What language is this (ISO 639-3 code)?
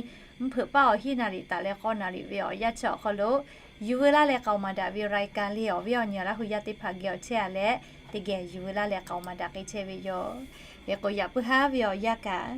lhu